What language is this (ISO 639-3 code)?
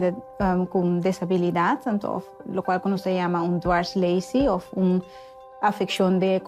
pap